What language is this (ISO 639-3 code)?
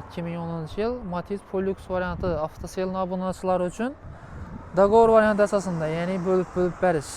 uzb